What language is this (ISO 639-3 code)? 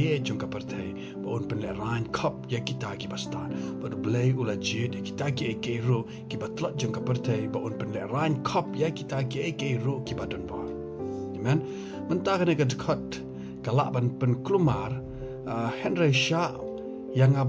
kha